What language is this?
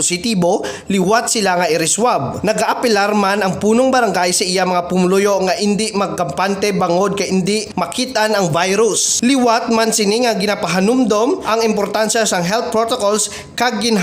Hiligaynon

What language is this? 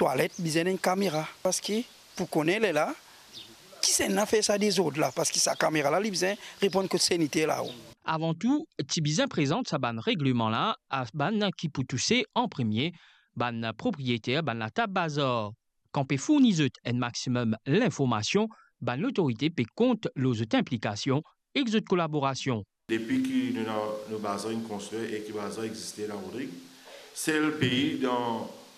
Morisyen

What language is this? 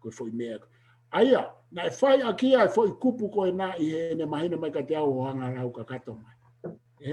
Tongan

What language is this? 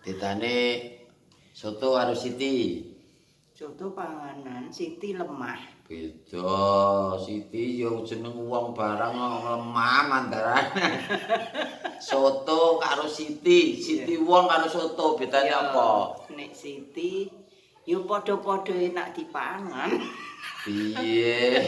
Javanese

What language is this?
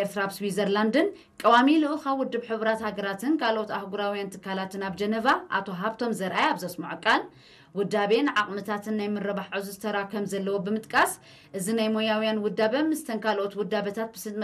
Tigrinya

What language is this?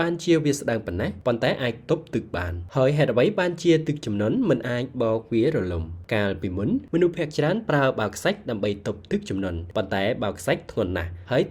Khmer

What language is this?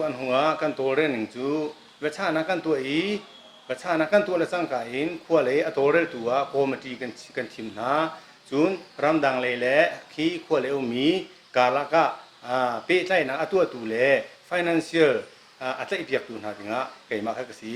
Hakha Chin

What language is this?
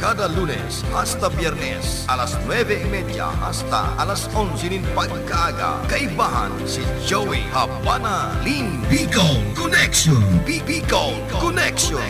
Bikol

